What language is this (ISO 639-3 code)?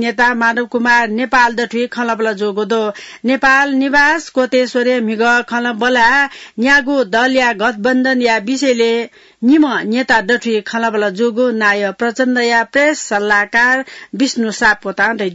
new